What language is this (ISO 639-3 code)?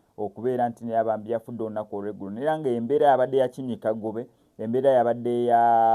lug